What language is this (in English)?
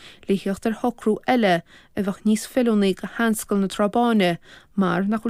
Irish